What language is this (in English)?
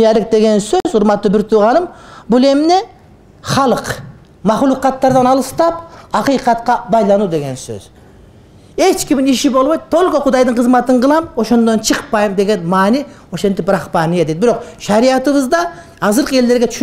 Kyrgyz